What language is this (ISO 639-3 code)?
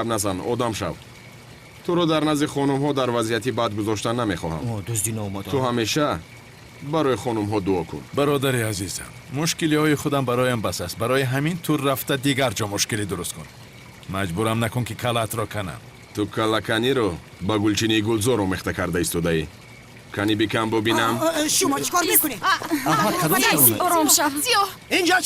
tgk